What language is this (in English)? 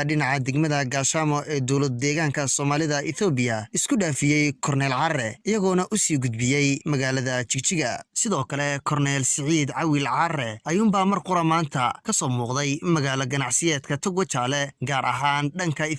Somali